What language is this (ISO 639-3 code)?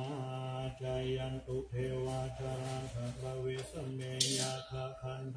pli